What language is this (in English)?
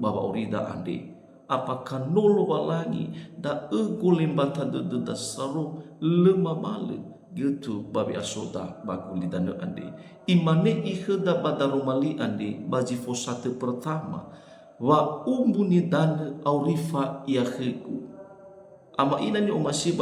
Nias